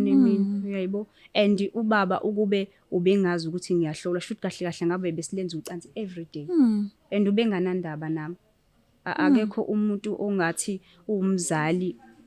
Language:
Zulu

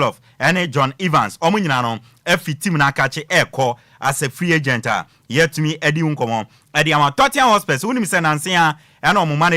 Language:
Akan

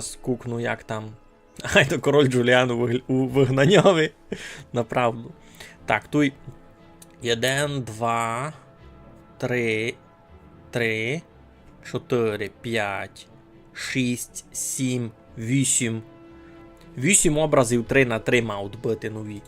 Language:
Rusyn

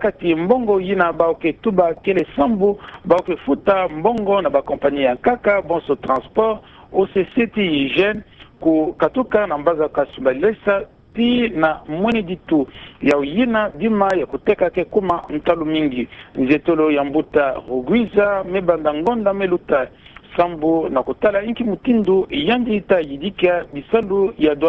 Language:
Kituba (Democratic Republic of Congo)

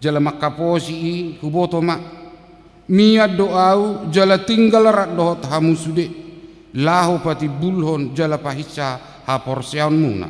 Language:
Batak Toba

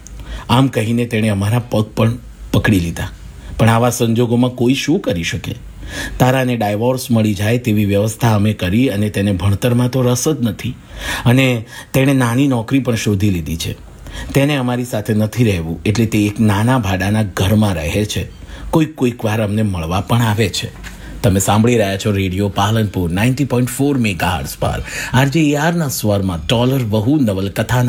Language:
Gujarati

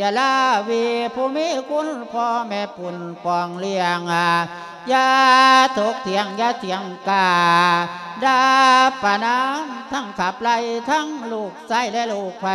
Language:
Lao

